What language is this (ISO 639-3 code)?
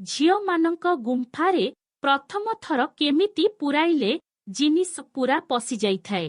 ori